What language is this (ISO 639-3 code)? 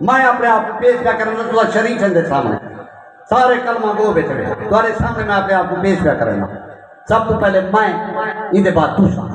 skr